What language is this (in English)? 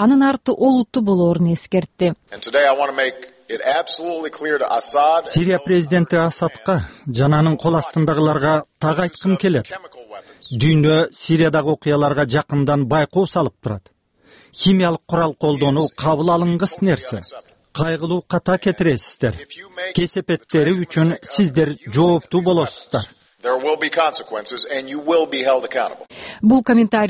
Kyrgyz